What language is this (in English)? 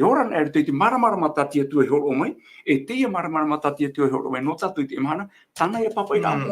Tahitian